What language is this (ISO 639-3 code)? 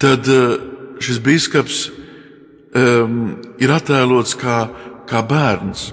lav